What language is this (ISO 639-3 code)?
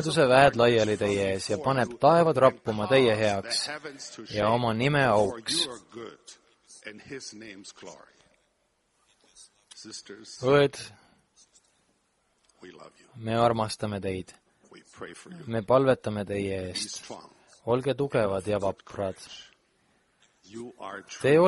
est